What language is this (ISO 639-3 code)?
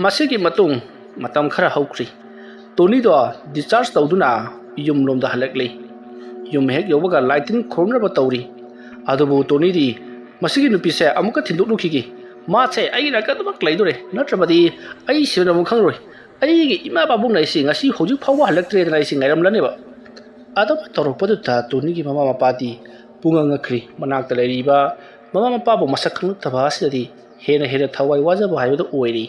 mni